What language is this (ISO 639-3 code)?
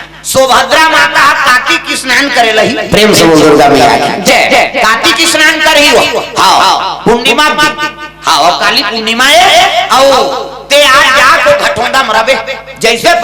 hne